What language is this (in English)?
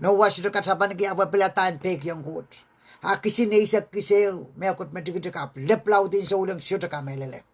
Pohnpeian